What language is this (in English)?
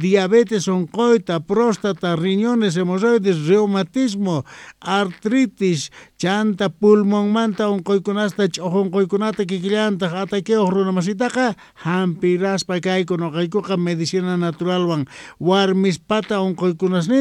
Quechua